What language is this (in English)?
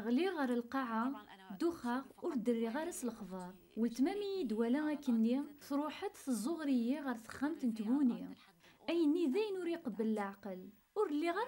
Kabyle